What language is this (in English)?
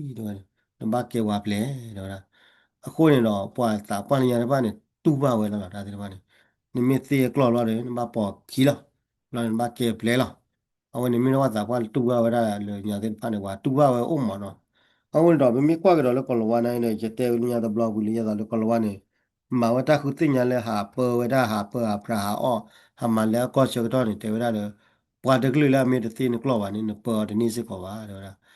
S'gaw Karen